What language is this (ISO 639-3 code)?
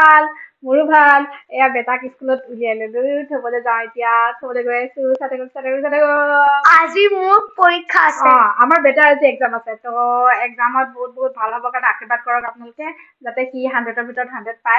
asm